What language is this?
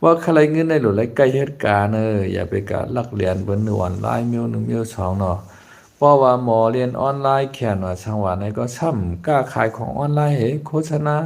Shan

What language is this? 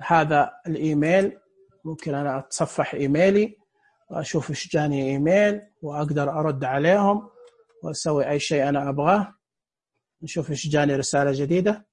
Najdi Arabic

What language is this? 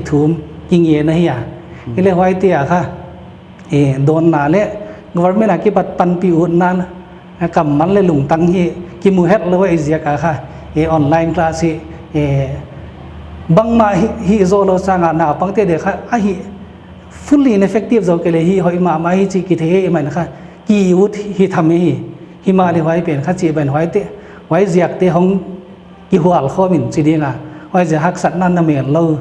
Paite Chin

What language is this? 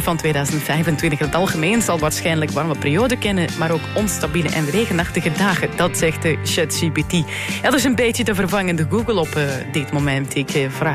Dutch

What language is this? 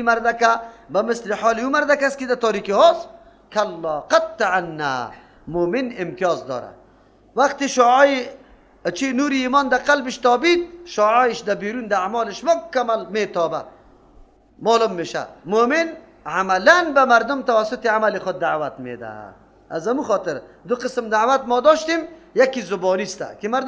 Persian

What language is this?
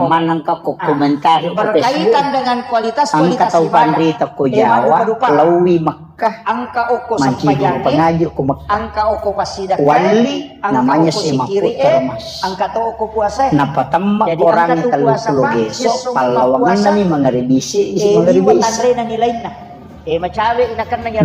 Buginese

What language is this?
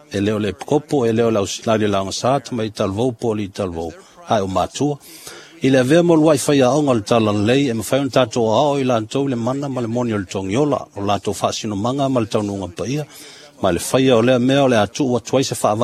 Samoan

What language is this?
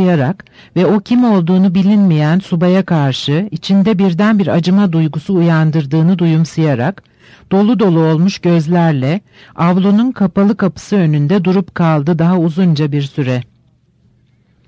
Turkish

